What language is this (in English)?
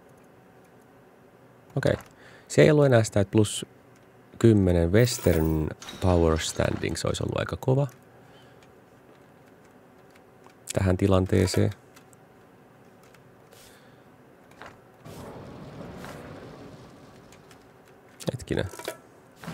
Finnish